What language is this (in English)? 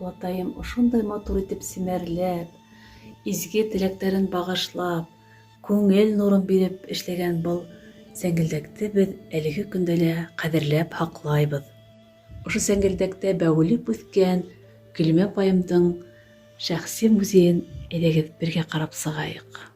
Bashkir